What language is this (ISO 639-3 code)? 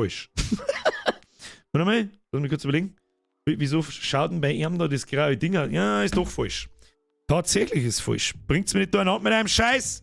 bar